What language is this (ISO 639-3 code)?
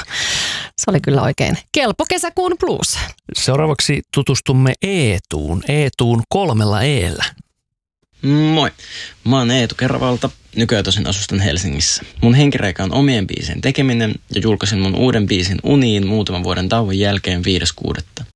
fin